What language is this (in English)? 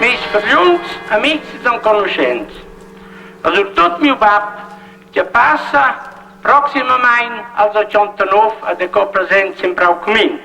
Romansh